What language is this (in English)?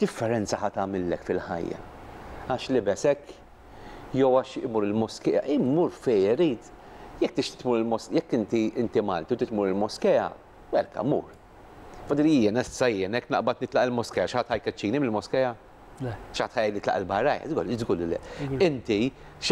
Maltese